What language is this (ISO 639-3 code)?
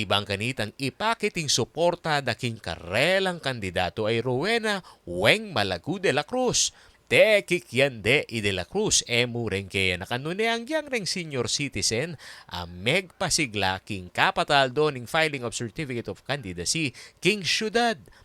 pam